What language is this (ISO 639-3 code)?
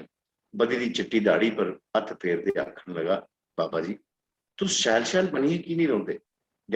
doi